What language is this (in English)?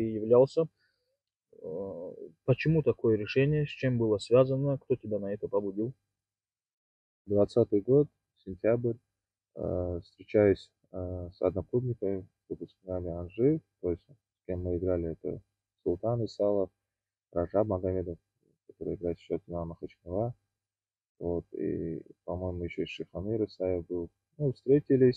Russian